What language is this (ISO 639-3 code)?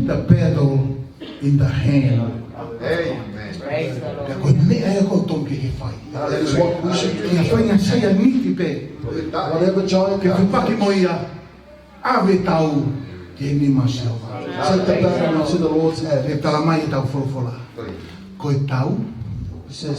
ton